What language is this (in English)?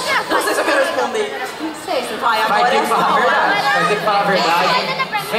Portuguese